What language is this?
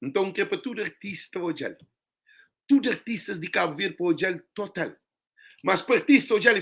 Kabuverdianu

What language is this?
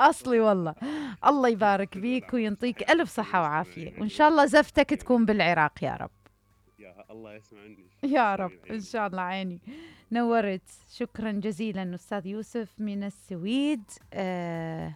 Mesopotamian Arabic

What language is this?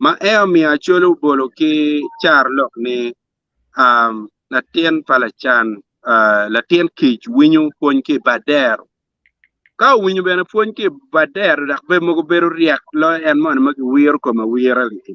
Acoli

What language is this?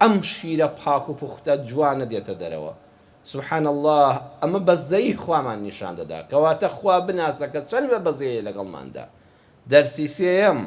Central Kurdish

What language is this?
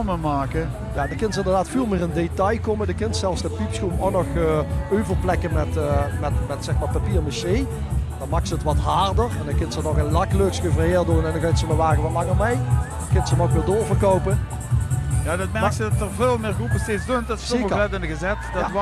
Limburgish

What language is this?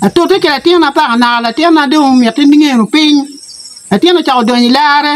Acoli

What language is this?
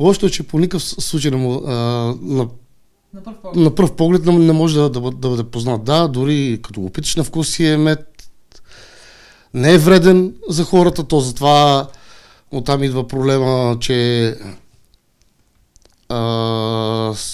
Bulgarian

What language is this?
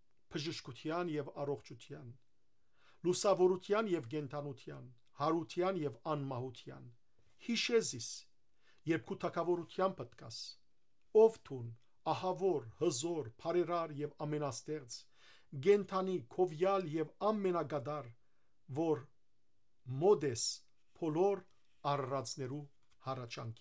Western Armenian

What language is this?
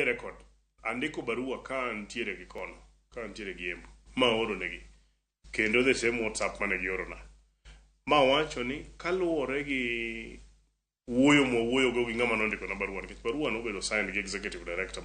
Luo (Kenya and Tanzania)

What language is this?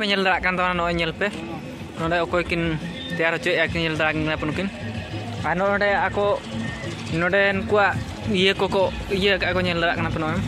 Santali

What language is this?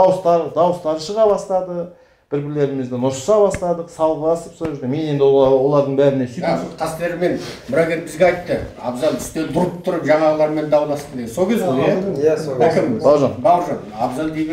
Kazakh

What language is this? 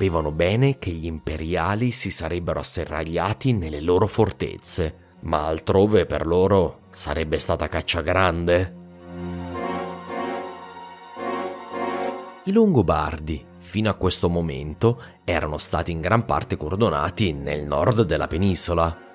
Italian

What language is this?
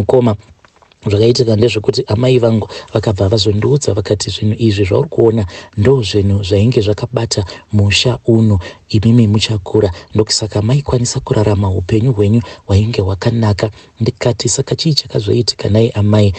Shona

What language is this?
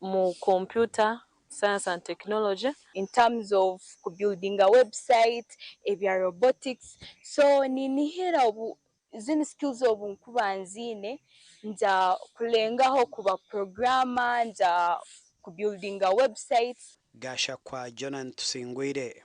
Nyankole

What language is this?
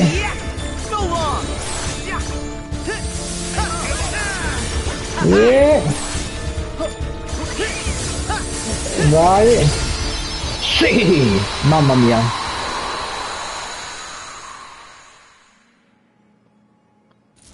Italian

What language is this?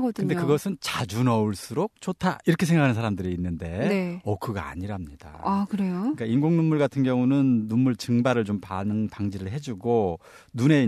Korean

